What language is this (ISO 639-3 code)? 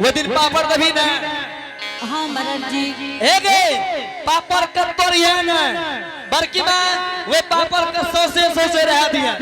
anp